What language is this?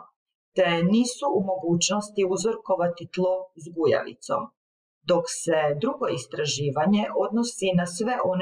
Croatian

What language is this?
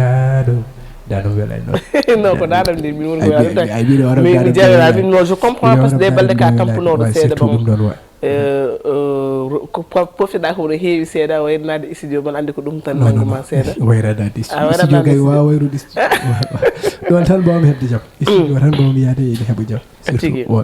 Fula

